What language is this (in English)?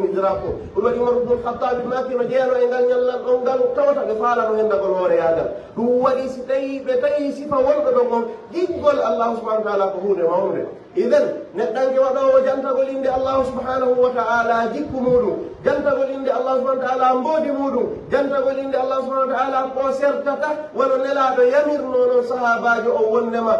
Pular